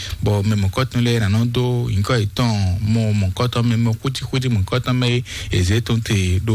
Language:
Fon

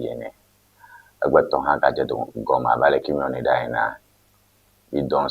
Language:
Ewe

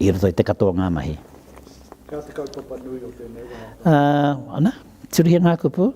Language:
Māori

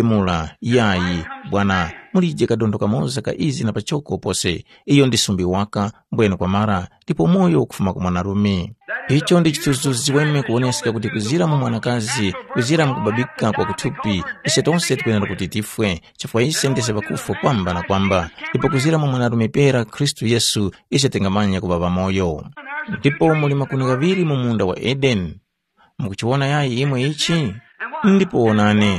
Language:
Tumbuka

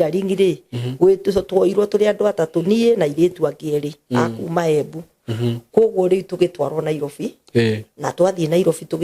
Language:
Kikuyu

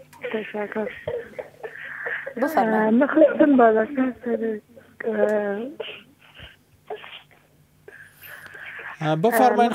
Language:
Persian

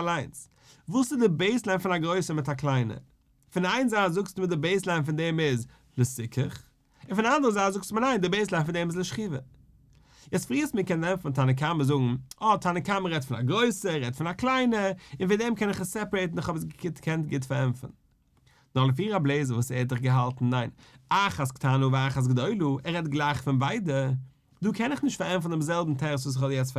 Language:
Yiddish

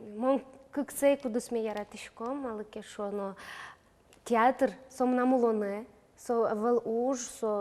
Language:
Udmurt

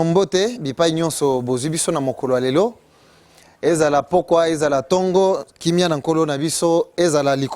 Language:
Lingala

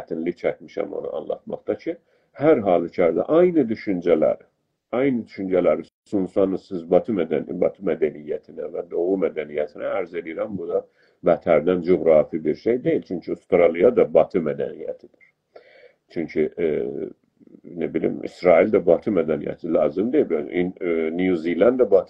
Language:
South Azerbaijani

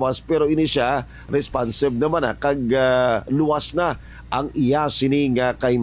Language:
Hiligaynon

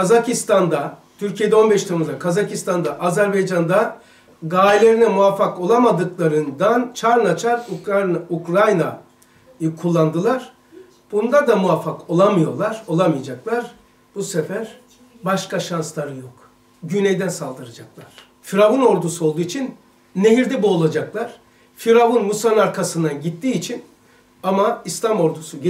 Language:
Turkish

